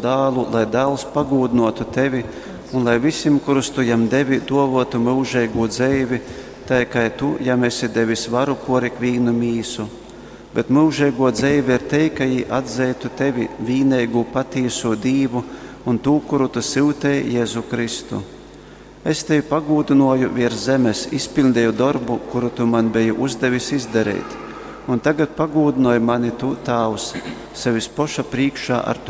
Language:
Latgalian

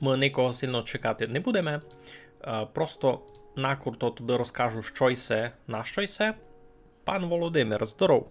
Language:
Rusyn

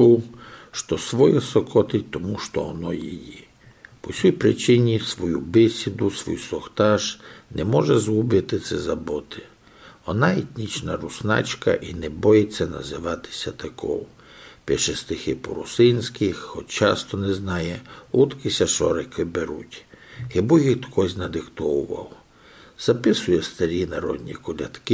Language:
Rusyn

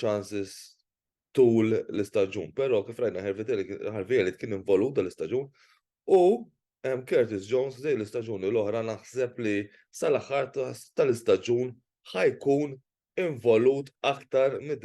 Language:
Maltese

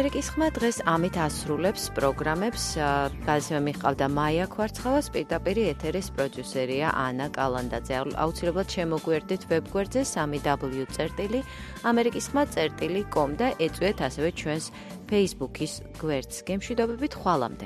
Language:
Georgian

